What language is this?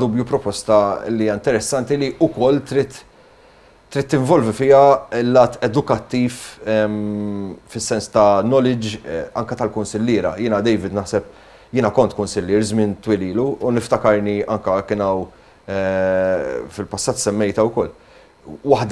Maltese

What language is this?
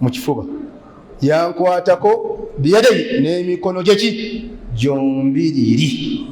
Ganda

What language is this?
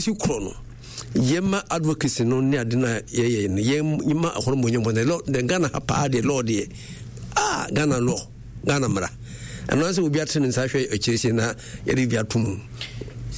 Akan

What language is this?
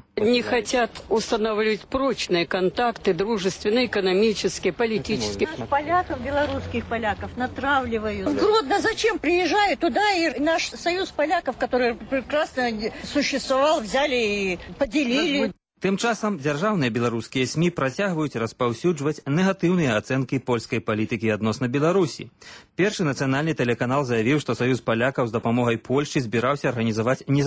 Belarusian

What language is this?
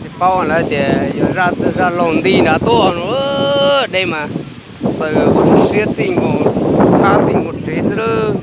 Hmong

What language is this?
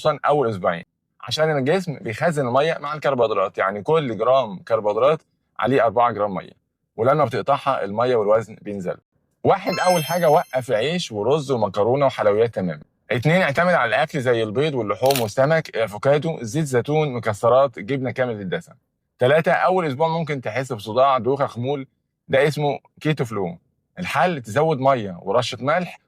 Egyptian Arabic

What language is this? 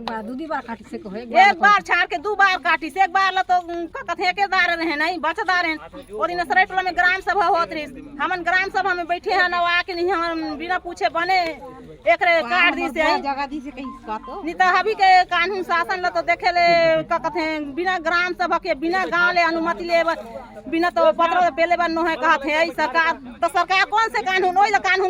Chhattisgarhi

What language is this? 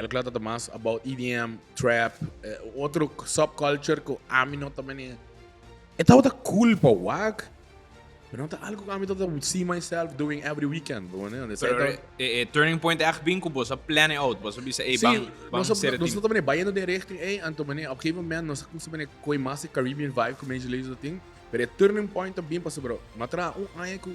Papiamento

